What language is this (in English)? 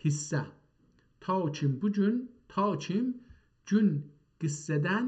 South Azerbaijani